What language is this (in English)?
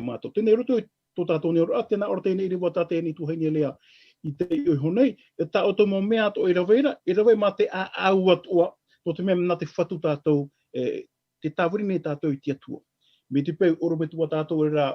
Tahitian